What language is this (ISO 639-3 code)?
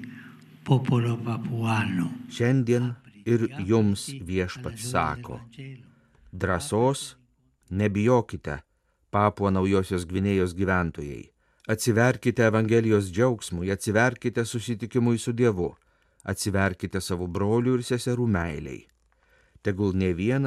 lit